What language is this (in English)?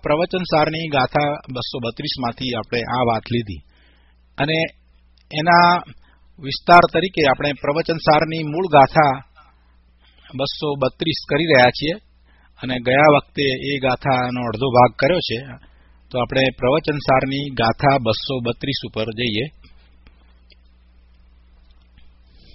Gujarati